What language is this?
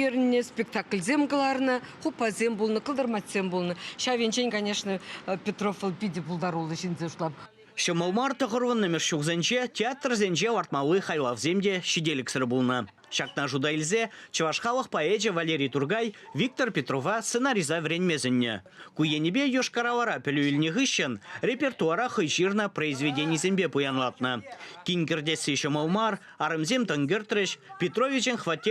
Chuvash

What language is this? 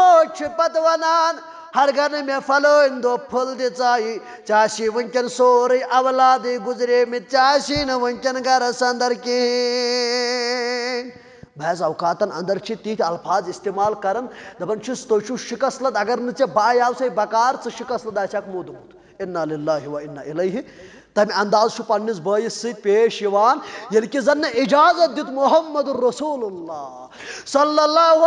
Kashmiri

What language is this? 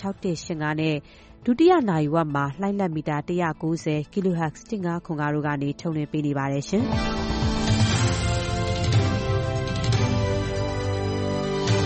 Burmese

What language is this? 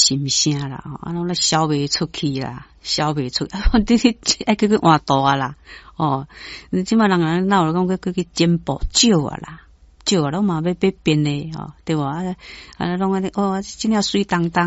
Min Nan Chinese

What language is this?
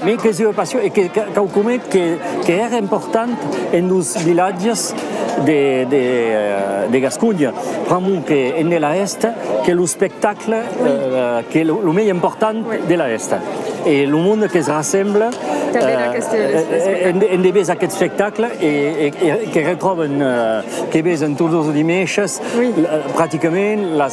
Occitan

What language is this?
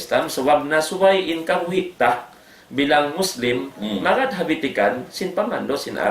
Tausug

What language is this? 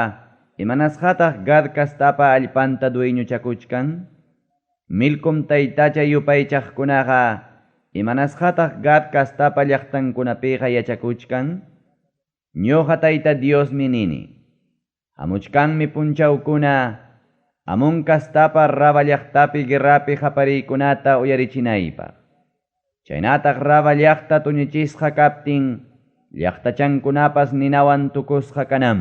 Ayacucho Quechua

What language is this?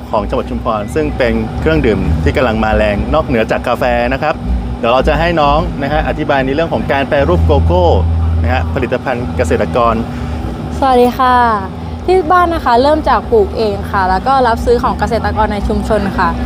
Thai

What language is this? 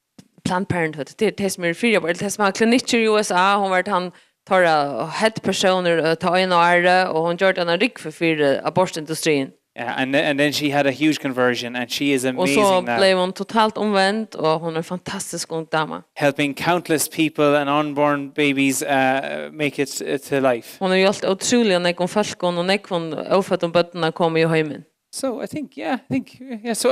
Faroese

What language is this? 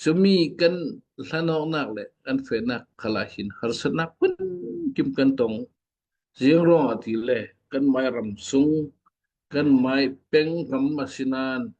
Falam Chin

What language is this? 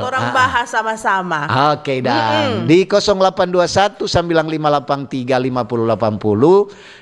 Manado Malay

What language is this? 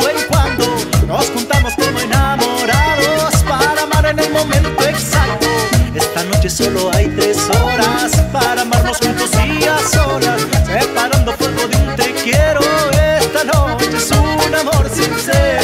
Spanish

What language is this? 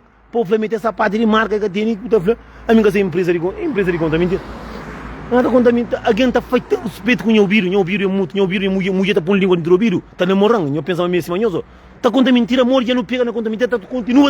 Kabuverdianu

